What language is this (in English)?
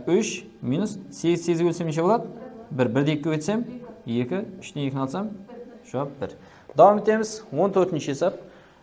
Kara-Kalpak